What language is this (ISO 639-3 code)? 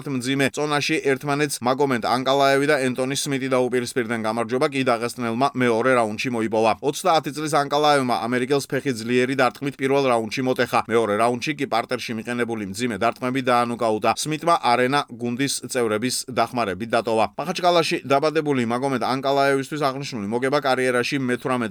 kat